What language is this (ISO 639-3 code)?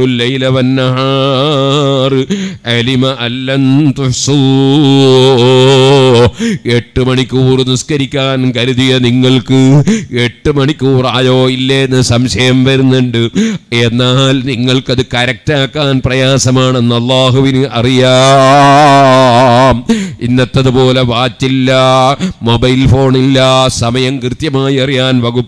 mal